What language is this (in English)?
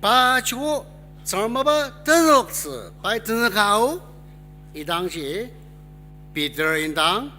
Ao Naga